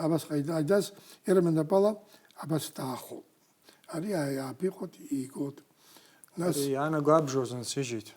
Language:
Abkhazian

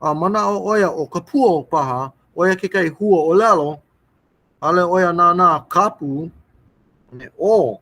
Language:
Hawaiian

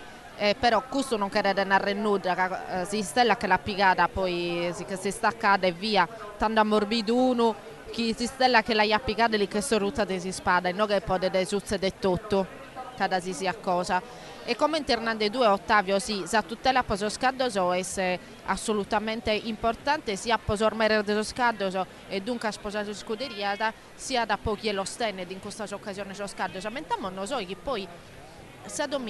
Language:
Sardinian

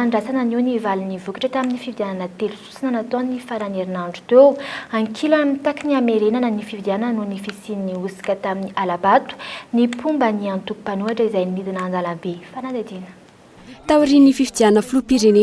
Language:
Malagasy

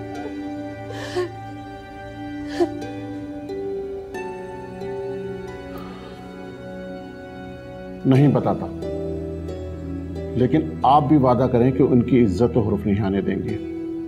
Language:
Hindi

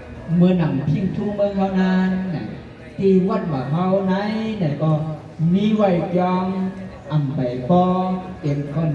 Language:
Shan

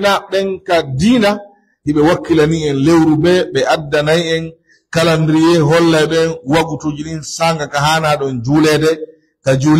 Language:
Pular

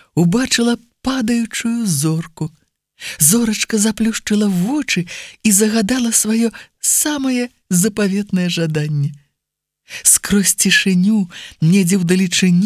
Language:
Belarusian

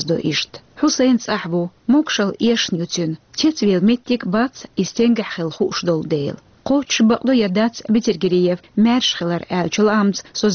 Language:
Chechen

